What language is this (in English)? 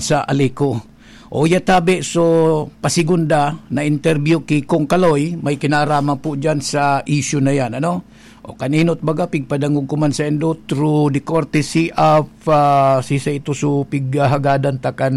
Bikol